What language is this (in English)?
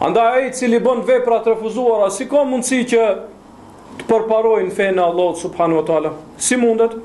Albanian